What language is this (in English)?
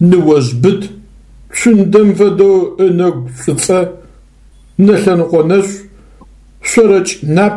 Adyghe